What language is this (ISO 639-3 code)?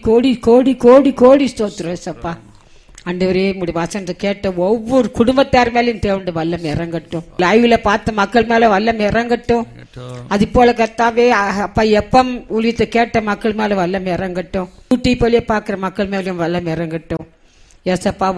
tam